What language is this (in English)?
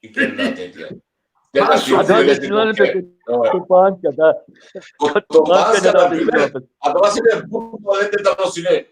Balkan Romani